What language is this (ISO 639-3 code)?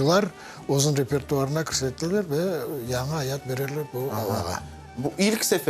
crh